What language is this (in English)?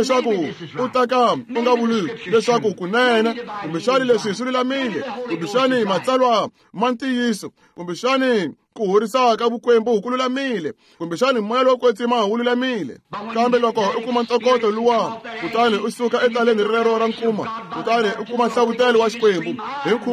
Tsonga